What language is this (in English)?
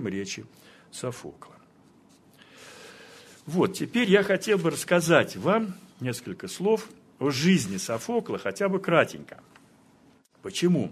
Russian